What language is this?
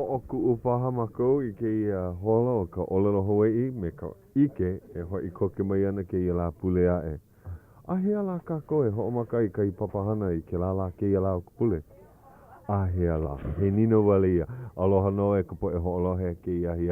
Hawaiian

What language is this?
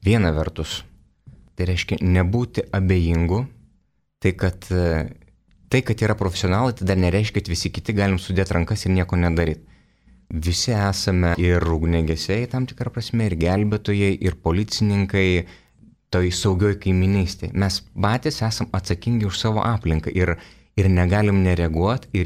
Lithuanian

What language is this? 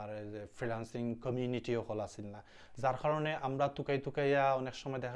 Sylheti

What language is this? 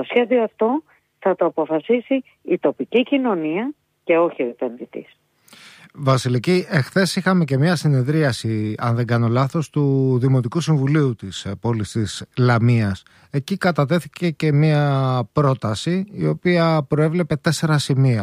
Greek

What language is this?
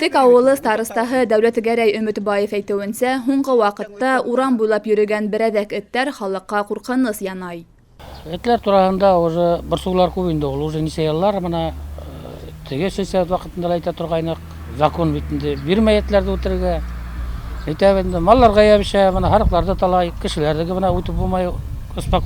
Bashkir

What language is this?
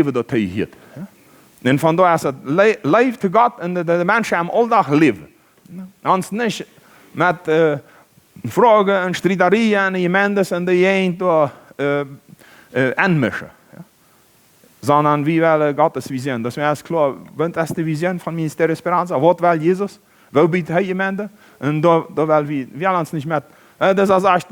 Plautdietsch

